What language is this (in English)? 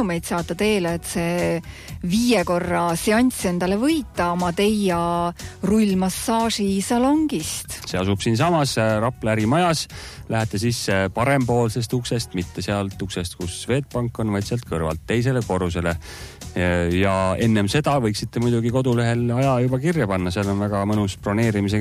Estonian